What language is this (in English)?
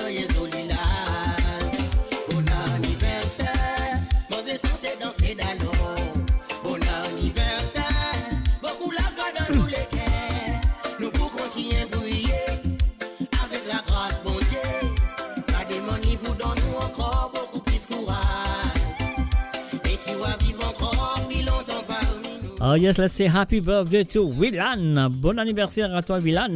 Morisyen